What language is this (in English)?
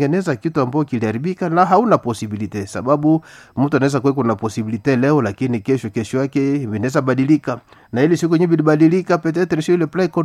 Swahili